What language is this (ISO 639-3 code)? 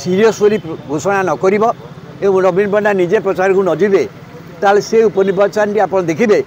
ori